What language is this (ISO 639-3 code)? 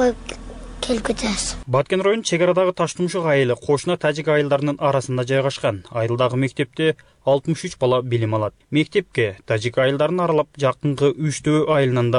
kir